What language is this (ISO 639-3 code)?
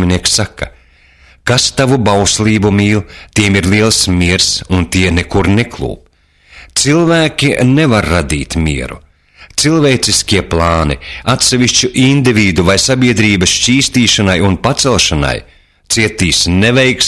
lav